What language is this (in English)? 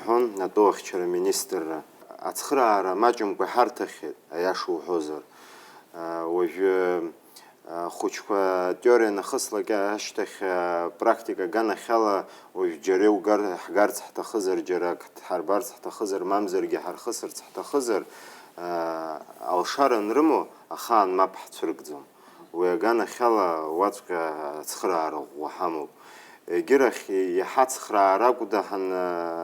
Abkhazian